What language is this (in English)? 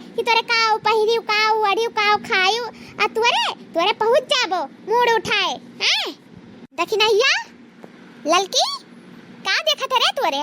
Awadhi